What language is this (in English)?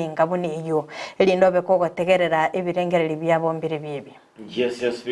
Gusii